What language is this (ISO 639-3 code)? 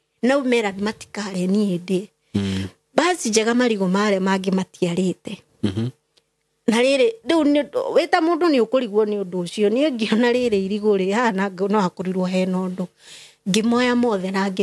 kik